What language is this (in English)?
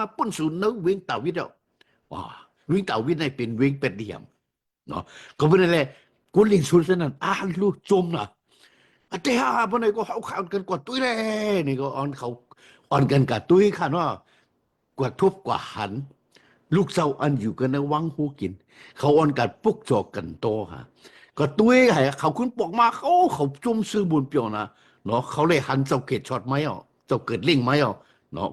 Shan